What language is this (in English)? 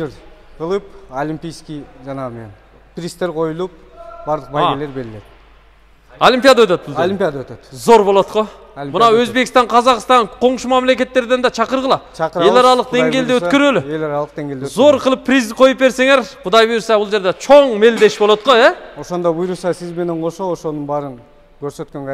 Kyrgyz